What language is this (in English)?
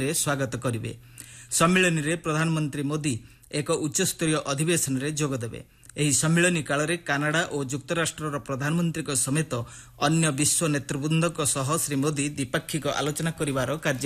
Odia